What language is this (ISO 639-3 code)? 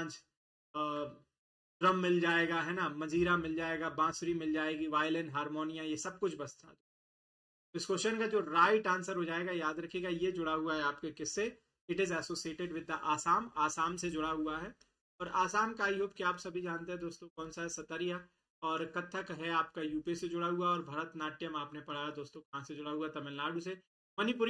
hin